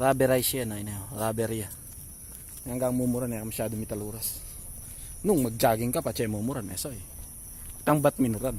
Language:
Pampanga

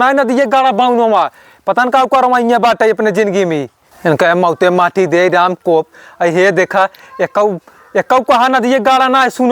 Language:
Awadhi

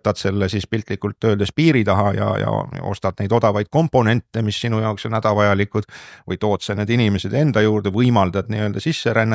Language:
Estonian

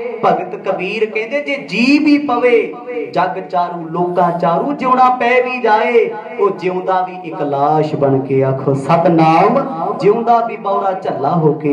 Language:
Punjabi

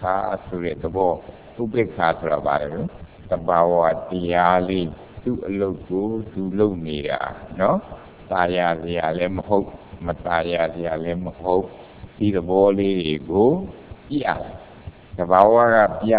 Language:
Burmese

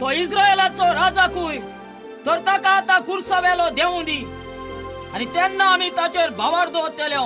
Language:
Konkani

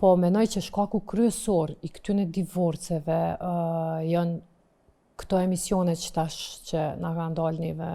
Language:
Albanian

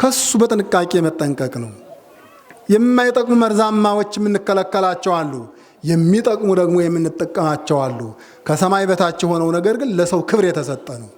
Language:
Amharic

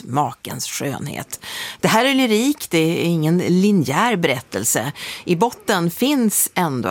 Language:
Swedish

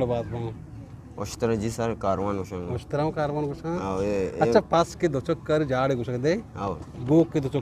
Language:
Eastern Balochi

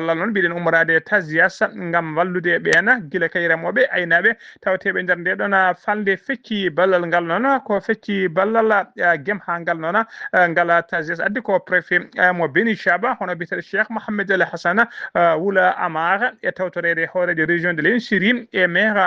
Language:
Fula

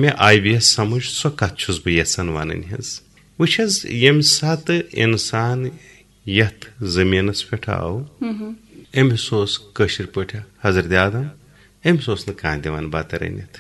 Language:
Kashmiri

